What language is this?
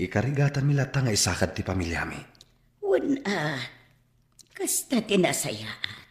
Iloko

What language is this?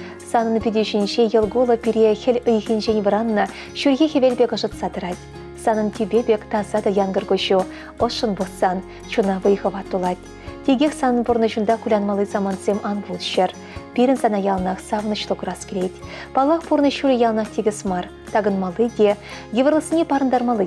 Chuvash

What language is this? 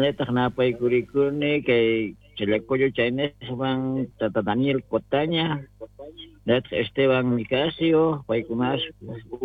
South Bolivian Quechua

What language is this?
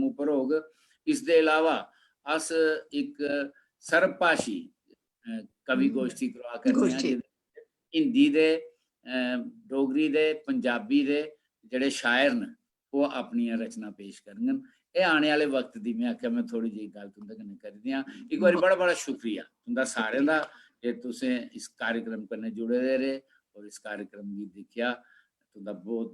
Dogri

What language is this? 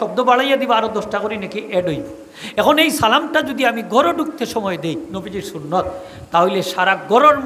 Sylheti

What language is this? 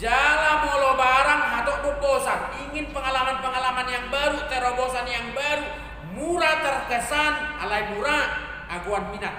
Batak Toba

